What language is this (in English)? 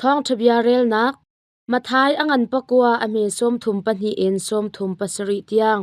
Hakha Chin